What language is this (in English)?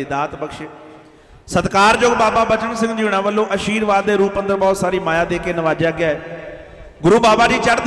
Punjabi